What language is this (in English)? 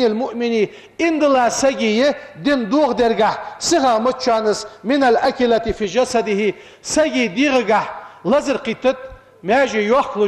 Ingush